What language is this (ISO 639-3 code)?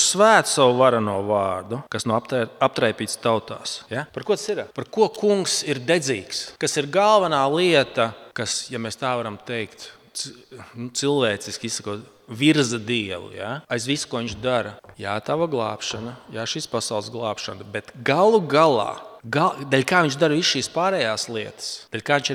lav